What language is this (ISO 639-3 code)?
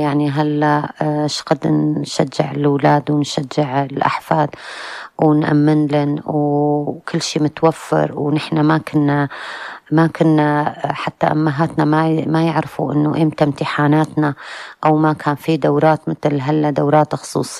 apc